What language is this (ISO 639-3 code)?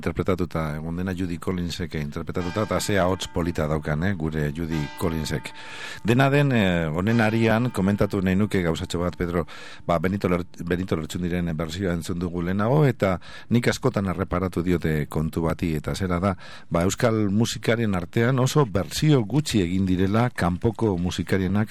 eus